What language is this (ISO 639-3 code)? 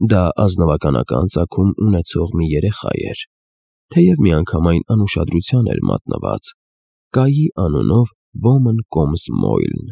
hye